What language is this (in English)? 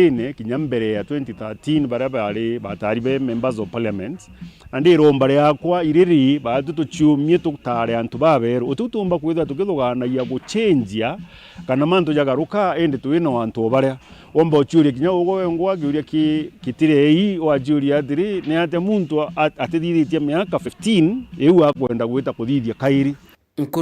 Meru